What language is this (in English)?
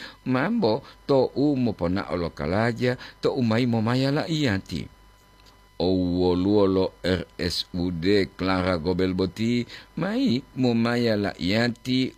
Gorontalo